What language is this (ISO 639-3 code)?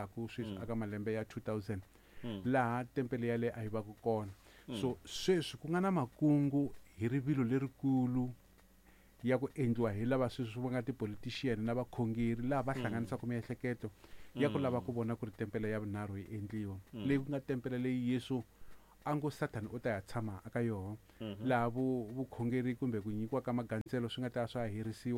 tso